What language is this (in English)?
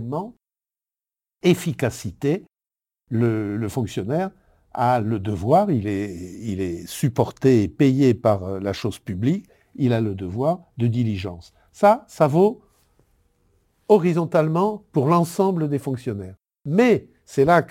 French